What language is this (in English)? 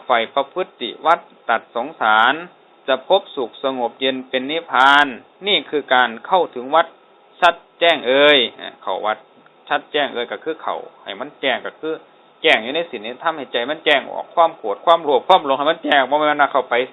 Northeastern Thai